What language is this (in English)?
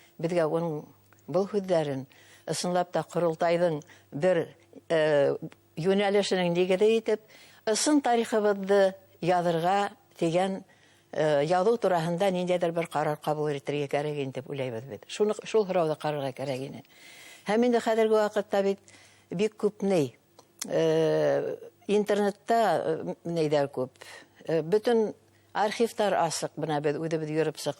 Bashkir